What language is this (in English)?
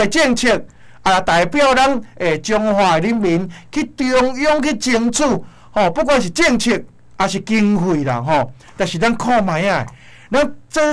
Min Nan Chinese